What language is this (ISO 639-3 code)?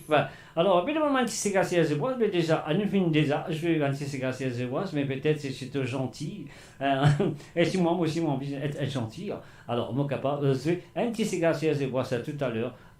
mfe